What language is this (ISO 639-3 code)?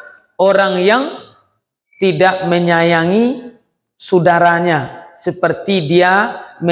min